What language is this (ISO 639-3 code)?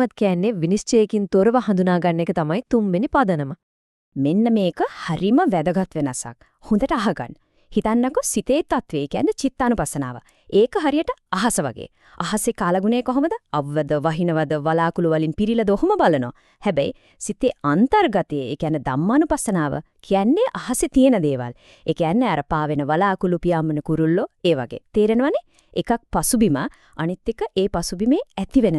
sin